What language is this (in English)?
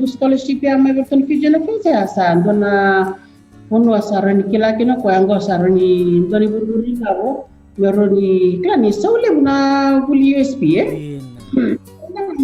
Fijian